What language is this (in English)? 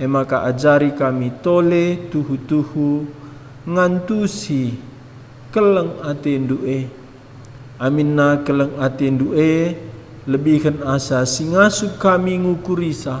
Batak Karo